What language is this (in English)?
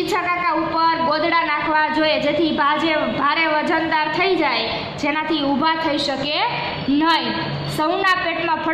Gujarati